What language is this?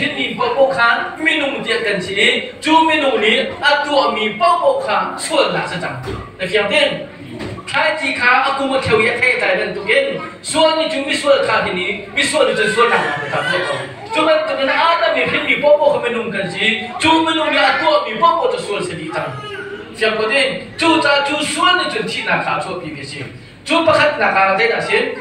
Hakha Chin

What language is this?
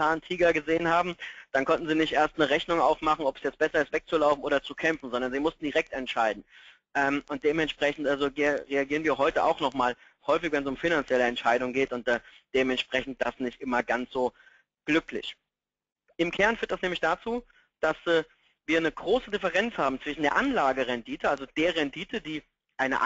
German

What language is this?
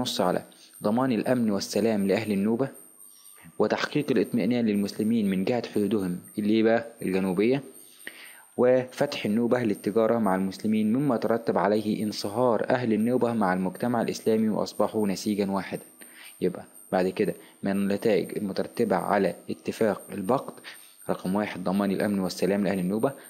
Egyptian Arabic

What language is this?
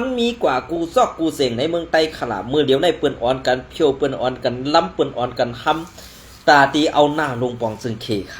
Shan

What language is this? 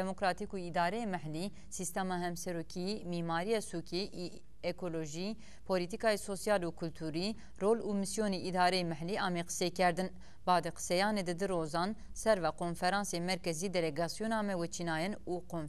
Zaza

